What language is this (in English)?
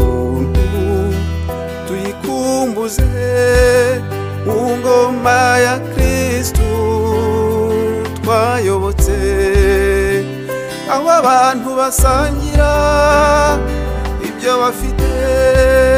Kinyarwanda